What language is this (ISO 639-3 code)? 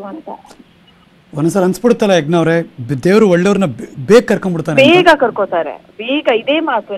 kan